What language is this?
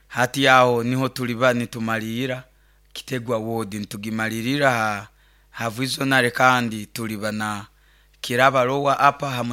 Nyoro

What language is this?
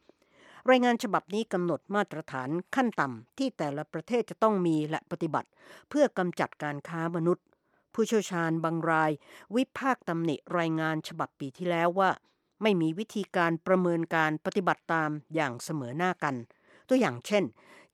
Thai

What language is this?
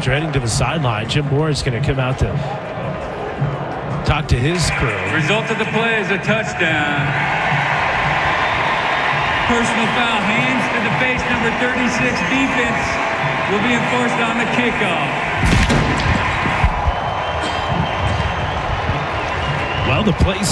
English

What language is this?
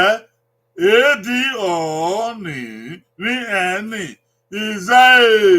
Bini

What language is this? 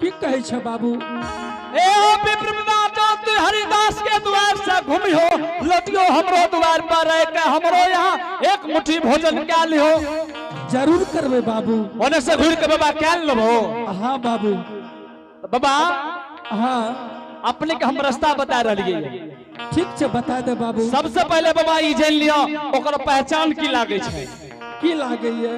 Angika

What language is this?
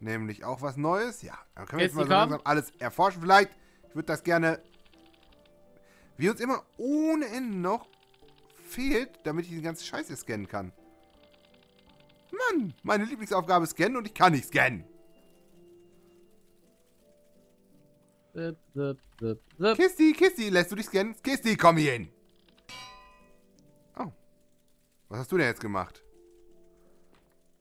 German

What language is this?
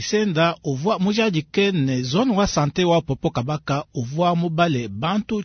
Luba-Lulua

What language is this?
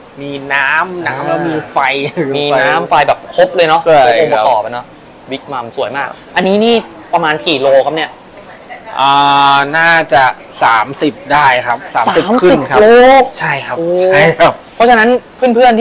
Thai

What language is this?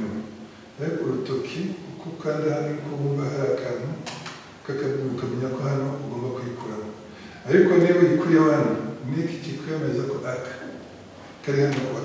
Kinyarwanda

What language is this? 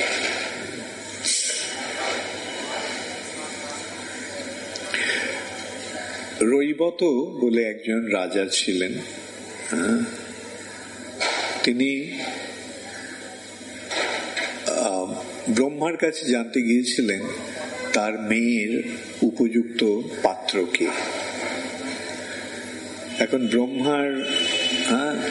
Bangla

